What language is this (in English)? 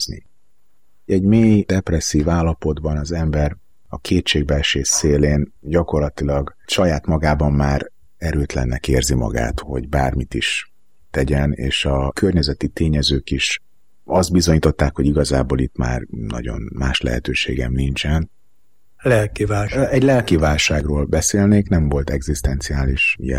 Hungarian